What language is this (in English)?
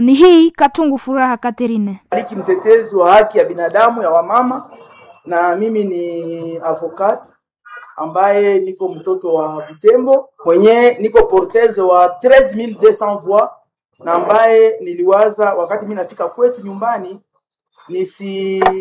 Swahili